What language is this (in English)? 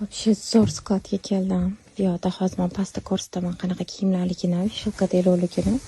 Uzbek